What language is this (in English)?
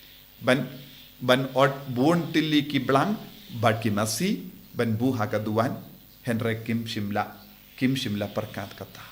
Khasi